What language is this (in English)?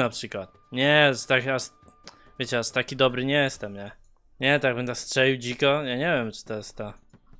Polish